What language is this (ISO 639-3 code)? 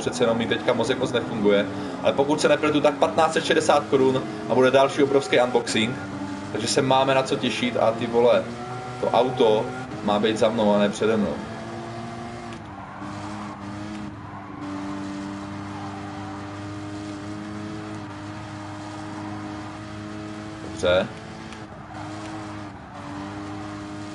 ces